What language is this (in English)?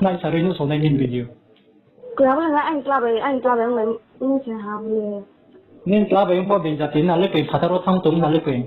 Riang (India)